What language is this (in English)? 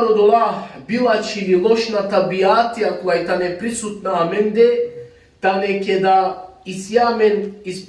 Balkan Romani